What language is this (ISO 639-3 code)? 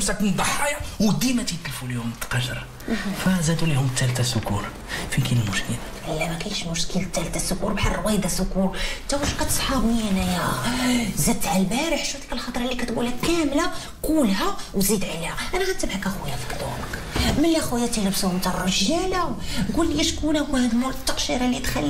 ary